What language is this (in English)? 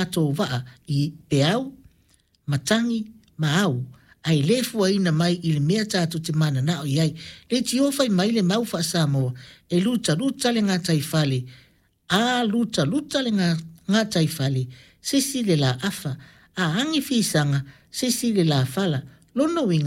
Samoan